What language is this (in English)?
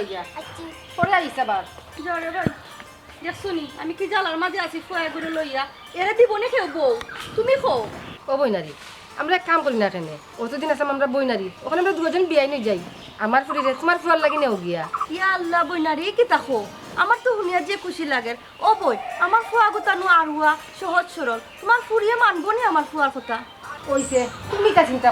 Sylheti